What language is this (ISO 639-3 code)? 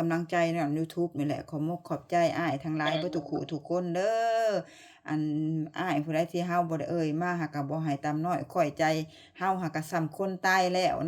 lao